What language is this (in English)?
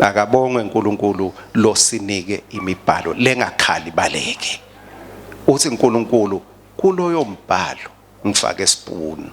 Swati